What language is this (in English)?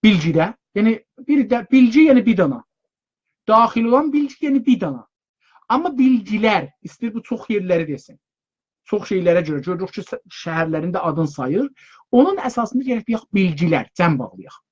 South Azerbaijani